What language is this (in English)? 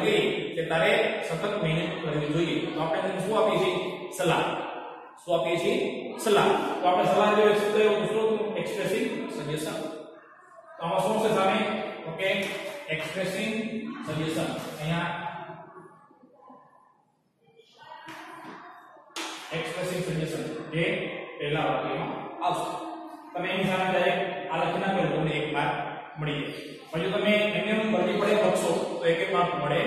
Gujarati